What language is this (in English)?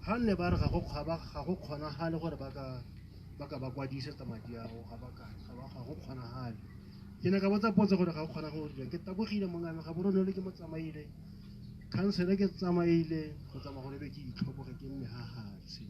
Tswana